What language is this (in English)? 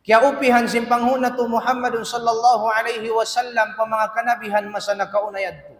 Tausug